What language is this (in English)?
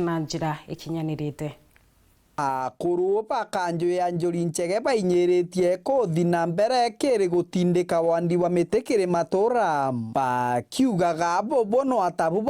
Meru